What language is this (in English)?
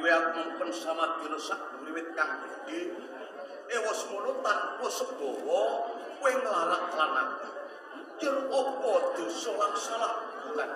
Javanese